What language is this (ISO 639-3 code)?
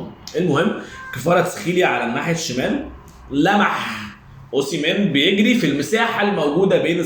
arz